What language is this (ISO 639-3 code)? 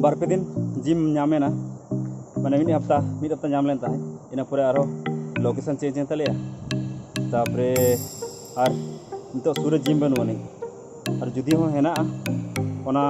sat